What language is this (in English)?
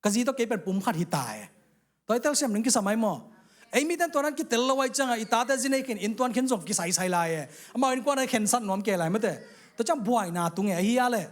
Tedim Chin